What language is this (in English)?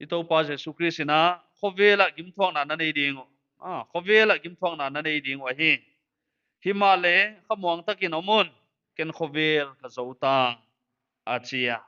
Paite Chin